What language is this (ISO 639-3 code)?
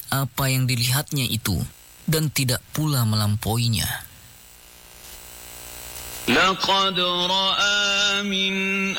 ind